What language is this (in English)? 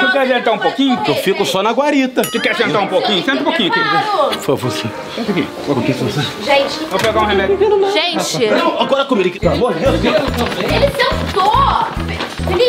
Portuguese